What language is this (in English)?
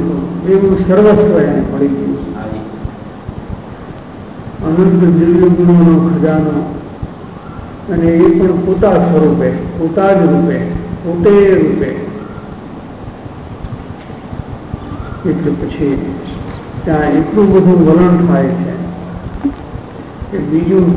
Gujarati